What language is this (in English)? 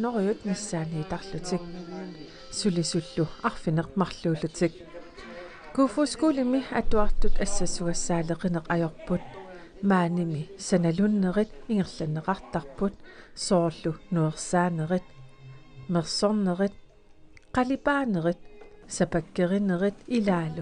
Kalaallisut